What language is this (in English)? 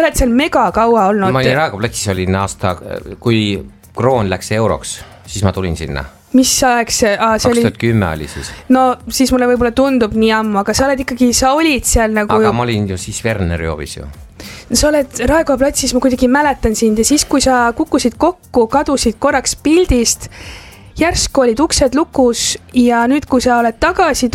Estonian